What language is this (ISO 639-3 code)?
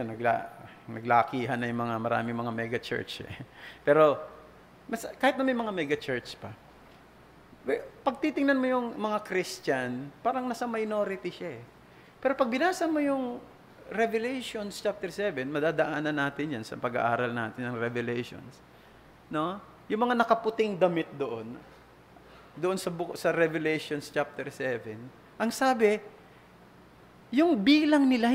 fil